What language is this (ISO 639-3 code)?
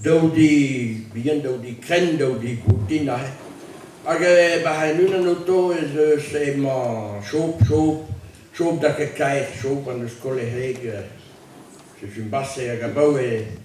bre